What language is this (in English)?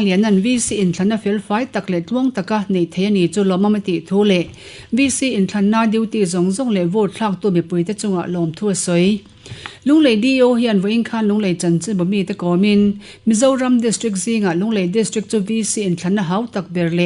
Mizo